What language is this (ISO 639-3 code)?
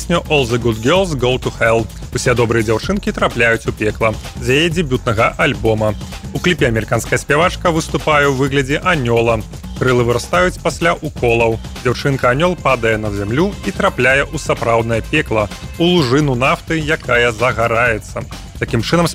bel